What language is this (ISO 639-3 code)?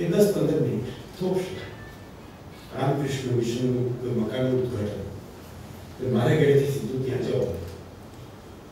guj